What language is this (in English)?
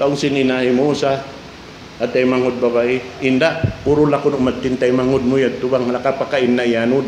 Tausug